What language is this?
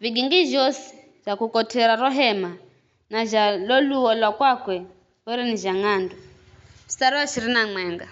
Giryama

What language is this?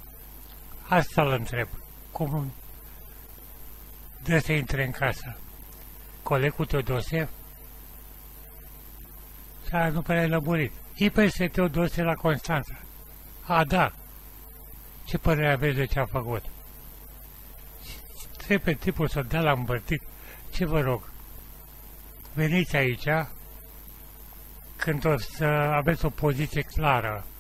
Romanian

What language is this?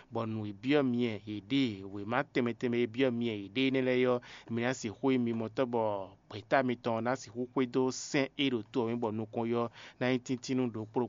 Fon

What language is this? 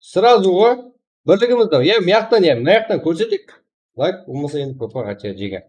Kara-Kalpak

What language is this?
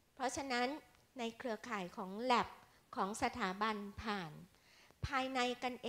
Thai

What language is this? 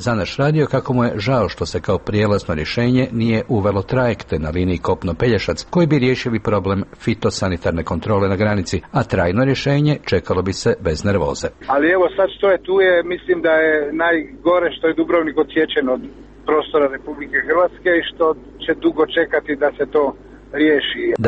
Croatian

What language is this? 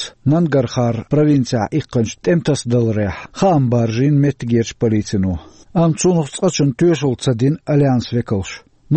Chechen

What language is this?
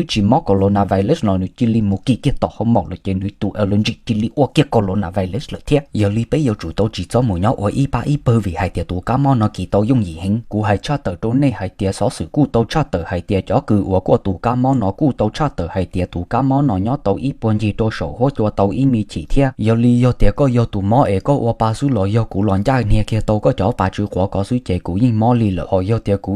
Hmong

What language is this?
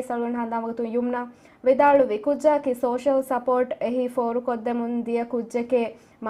Divehi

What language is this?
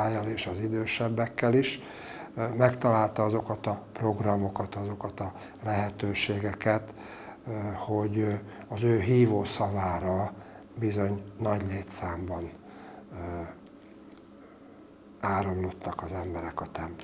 Hungarian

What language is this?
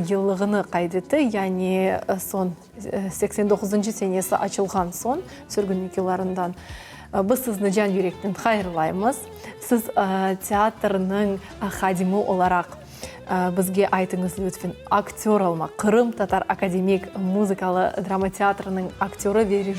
Crimean Tatar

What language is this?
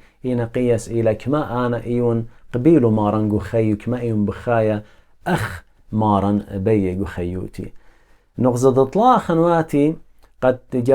Assyrian Neo-Aramaic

